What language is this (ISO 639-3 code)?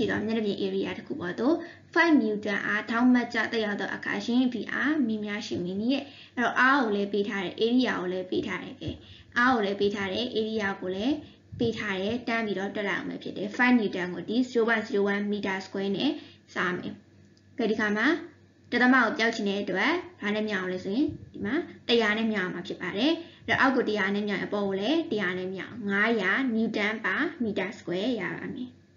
mya